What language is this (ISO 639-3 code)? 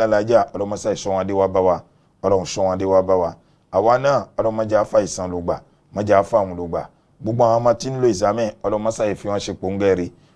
yor